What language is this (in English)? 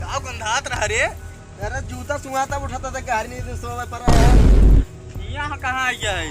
Awadhi